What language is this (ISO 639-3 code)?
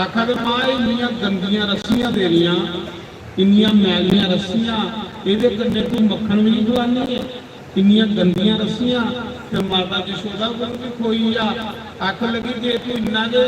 doi